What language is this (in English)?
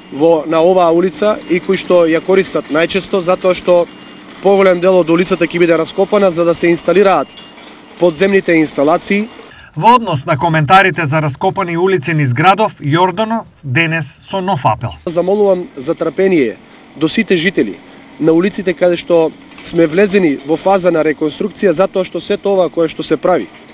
Macedonian